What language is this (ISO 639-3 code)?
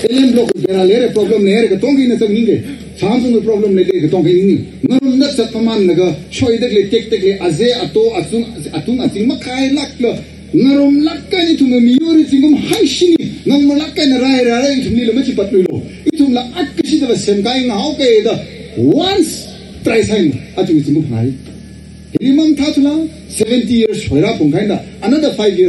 nmf